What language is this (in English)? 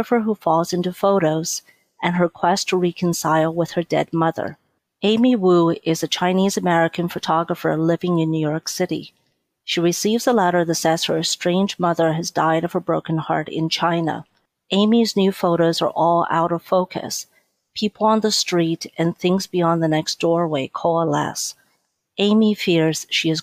English